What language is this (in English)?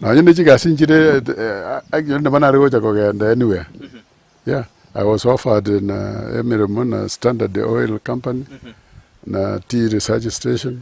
Gusii